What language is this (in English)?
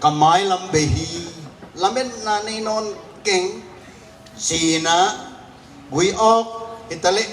Tedim Chin